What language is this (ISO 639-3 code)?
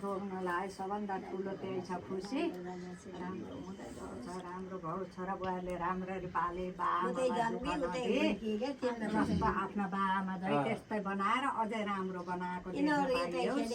nep